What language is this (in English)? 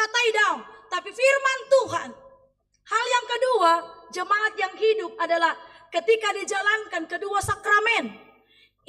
Batak Toba